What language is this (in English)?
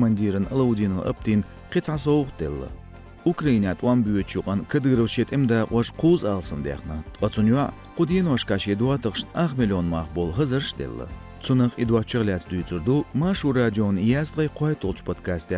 Chechen